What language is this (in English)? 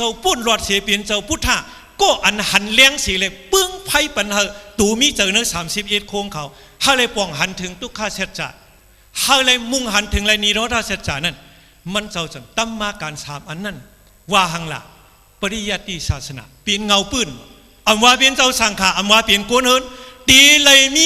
Shan